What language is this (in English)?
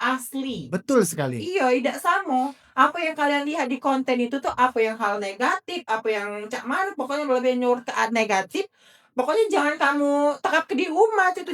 Musi